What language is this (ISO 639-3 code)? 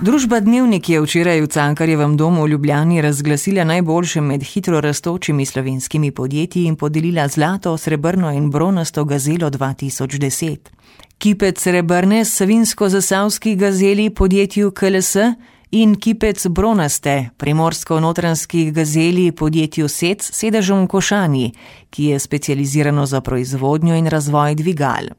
slv